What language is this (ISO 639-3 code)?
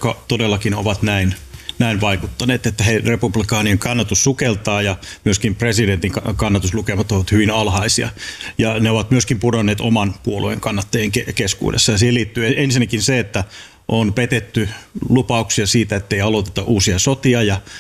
fin